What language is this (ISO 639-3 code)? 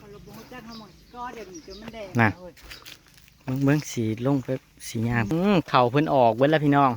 tts